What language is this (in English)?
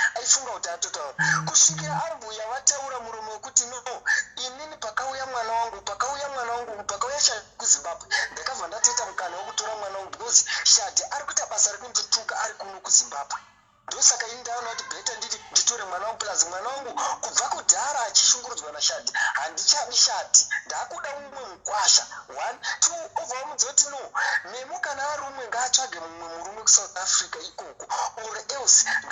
Shona